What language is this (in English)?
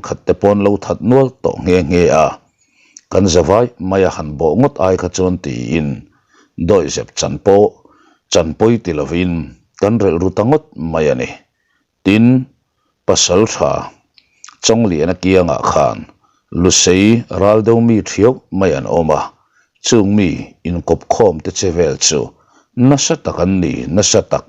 Mizo